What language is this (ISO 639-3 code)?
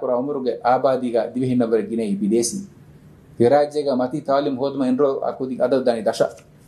div